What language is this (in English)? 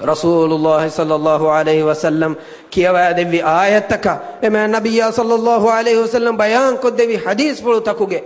Divehi